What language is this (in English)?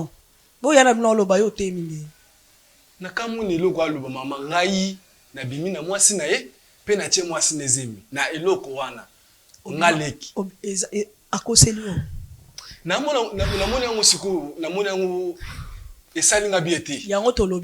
Lingala